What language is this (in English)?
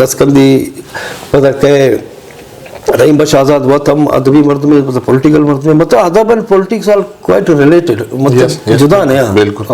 Eastern Balochi